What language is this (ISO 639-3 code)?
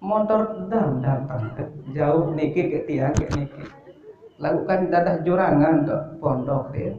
sas